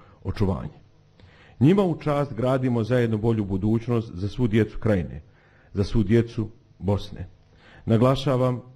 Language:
Bosnian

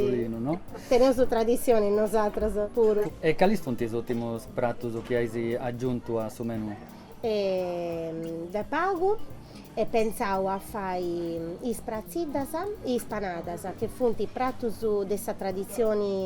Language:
Sardinian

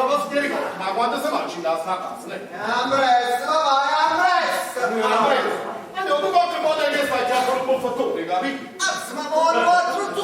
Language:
Neapolitan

